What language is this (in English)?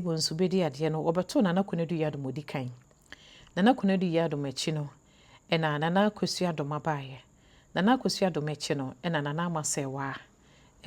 Akan